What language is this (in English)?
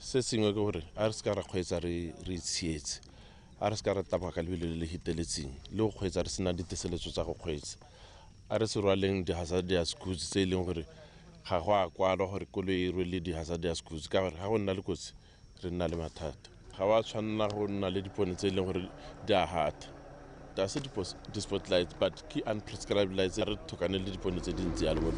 Tswana